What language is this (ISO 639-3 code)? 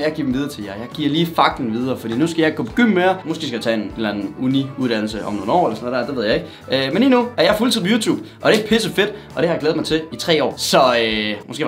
dan